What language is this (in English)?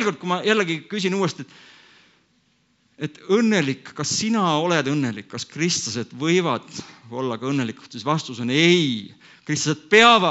Estonian